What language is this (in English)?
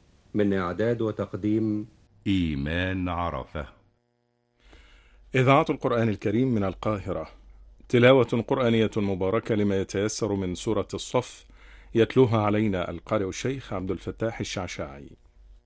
Arabic